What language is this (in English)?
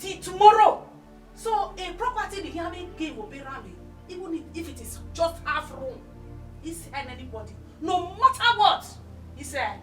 Bini